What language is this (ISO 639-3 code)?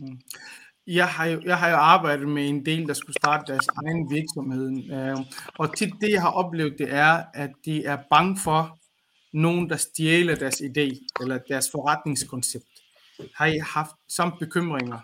dan